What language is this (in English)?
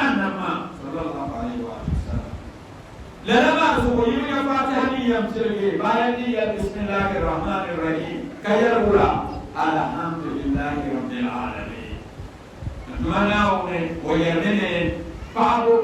Dagbani